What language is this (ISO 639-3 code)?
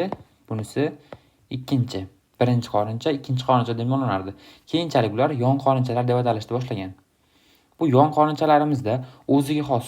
uzb